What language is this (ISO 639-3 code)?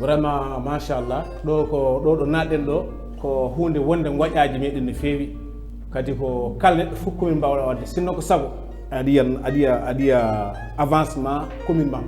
ful